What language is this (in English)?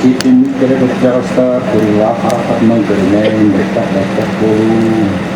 Yakut